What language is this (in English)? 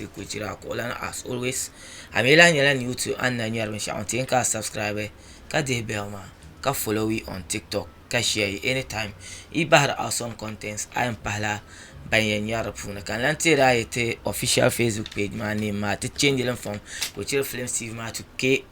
Dagbani